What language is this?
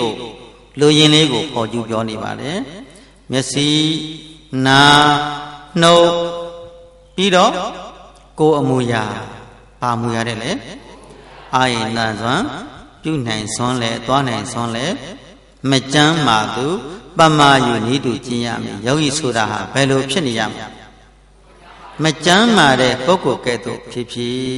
Burmese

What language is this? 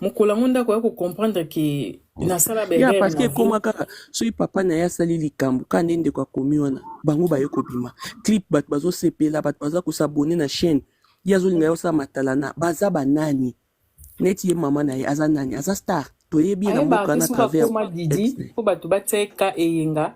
Lingala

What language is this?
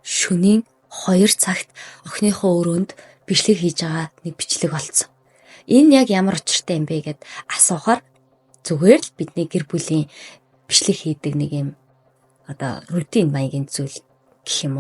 Mongolian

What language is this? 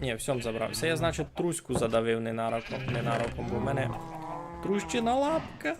Rusyn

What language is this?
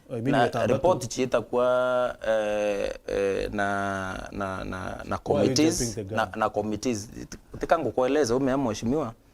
Meru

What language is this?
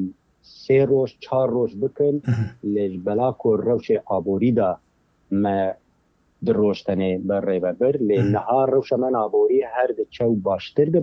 Kurdish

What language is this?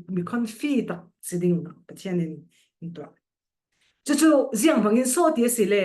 Falam Chin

